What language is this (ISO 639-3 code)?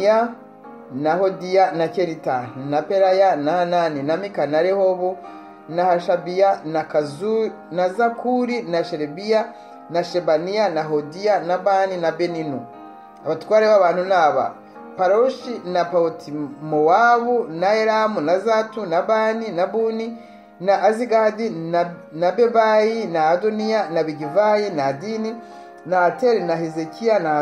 kin